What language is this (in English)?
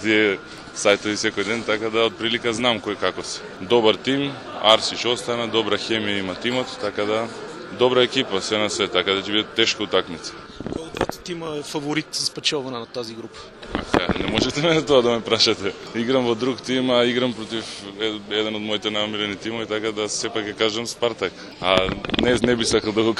Macedonian